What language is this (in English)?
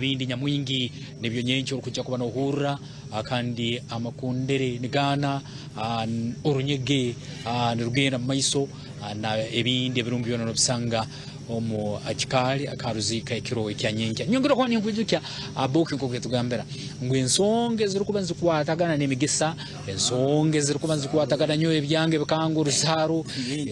Nyankole